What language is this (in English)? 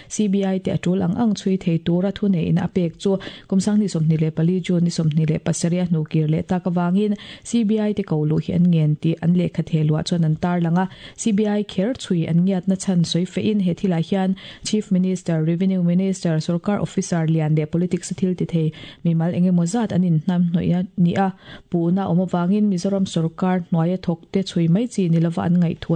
Mizo